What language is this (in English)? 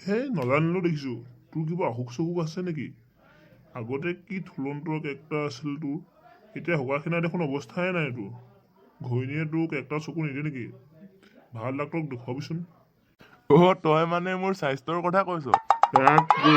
Assamese